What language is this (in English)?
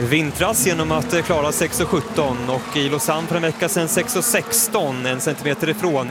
Swedish